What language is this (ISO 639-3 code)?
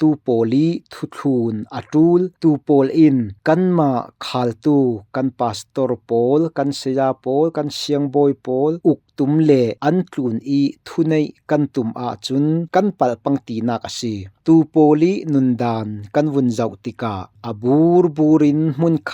cfm